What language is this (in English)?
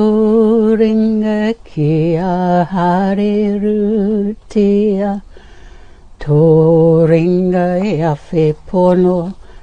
Māori